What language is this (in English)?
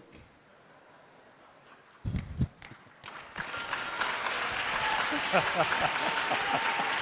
Malayalam